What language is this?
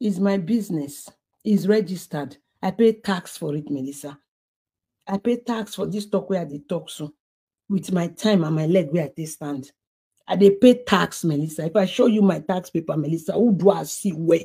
Nigerian Pidgin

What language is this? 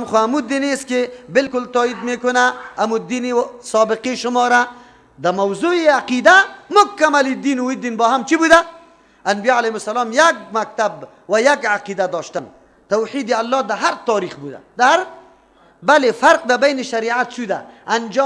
Persian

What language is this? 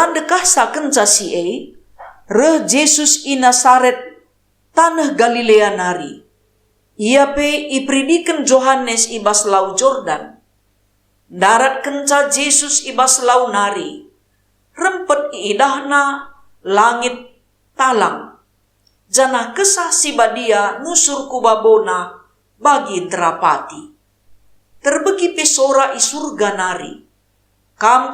Batak Karo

